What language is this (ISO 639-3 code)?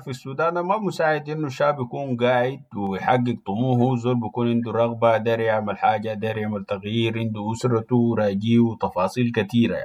apd